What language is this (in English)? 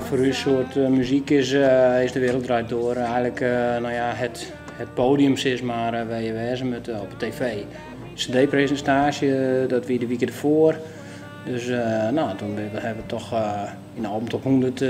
Western Frisian